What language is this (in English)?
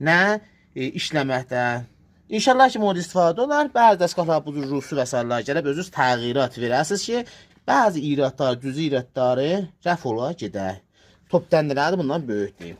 Azerbaijani